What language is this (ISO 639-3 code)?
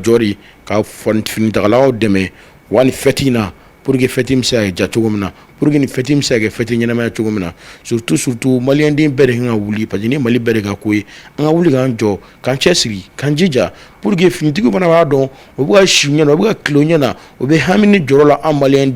bam